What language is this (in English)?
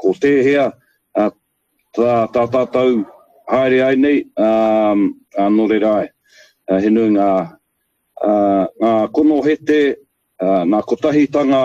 Māori